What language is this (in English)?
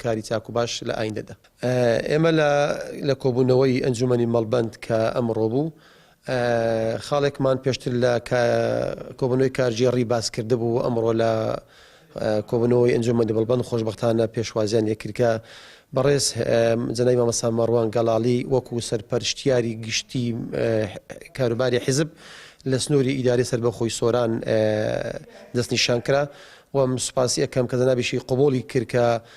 Central Kurdish